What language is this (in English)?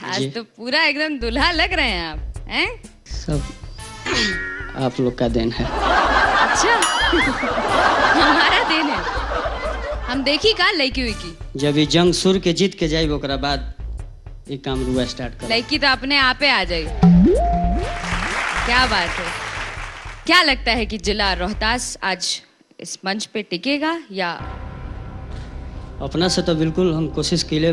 Bhojpuri